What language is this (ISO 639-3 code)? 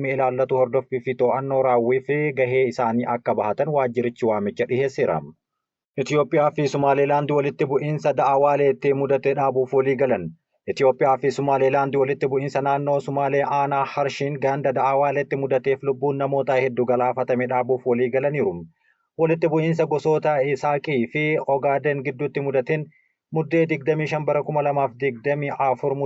orm